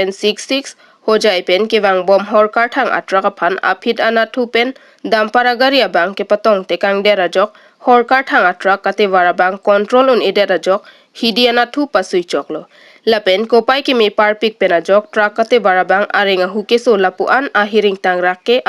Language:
Karbi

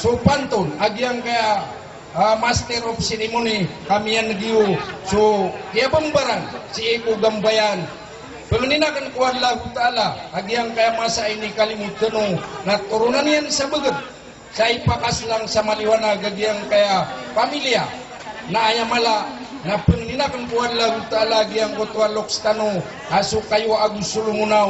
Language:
Maranao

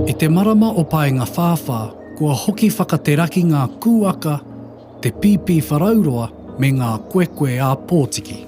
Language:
Māori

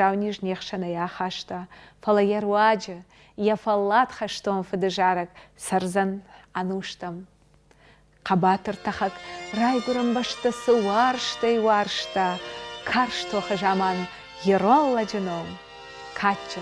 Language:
Ossetic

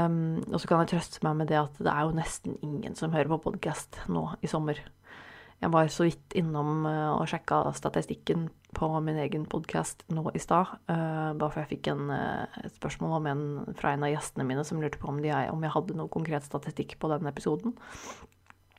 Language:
Norwegian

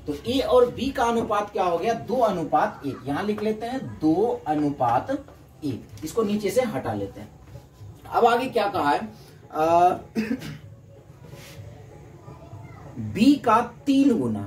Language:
Hindi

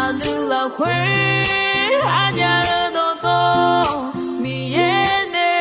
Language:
Akha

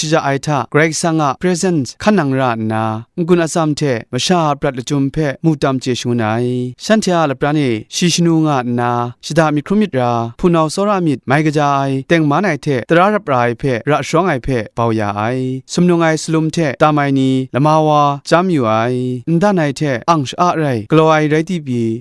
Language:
Kachin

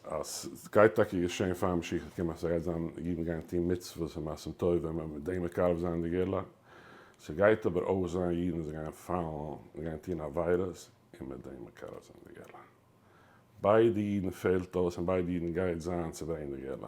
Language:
Yiddish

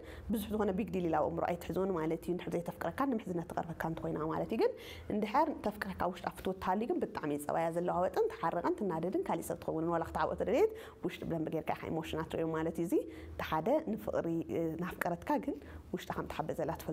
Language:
Tigrinya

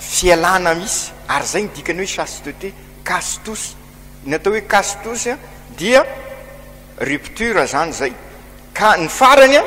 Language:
Malagasy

